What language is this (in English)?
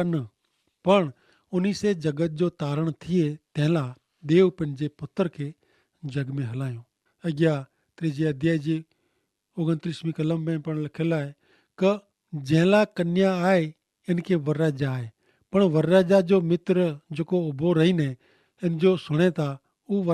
Kachhi